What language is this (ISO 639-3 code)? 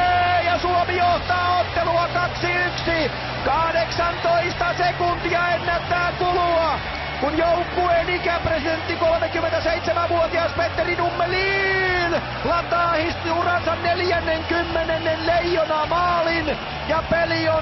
fin